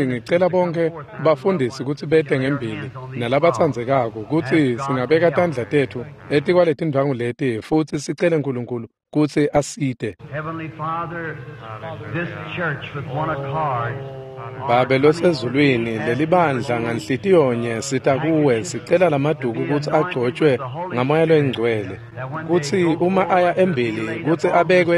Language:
Swati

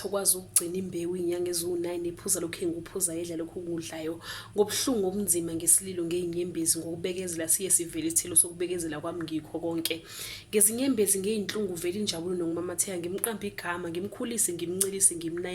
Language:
Zulu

